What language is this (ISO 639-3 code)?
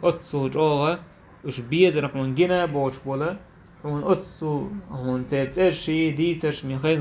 che